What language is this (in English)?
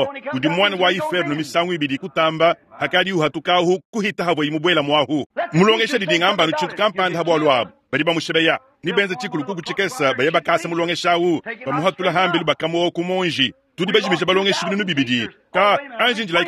Luba-Lulua